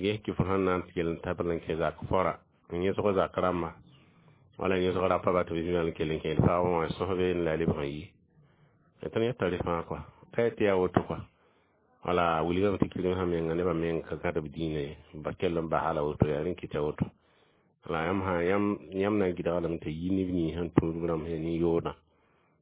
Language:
Mossi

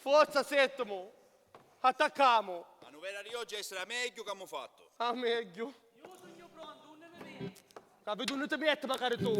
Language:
Sicilian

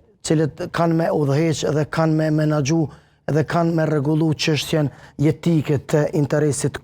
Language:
Albanian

